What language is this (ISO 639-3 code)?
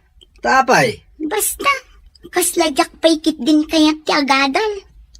ilo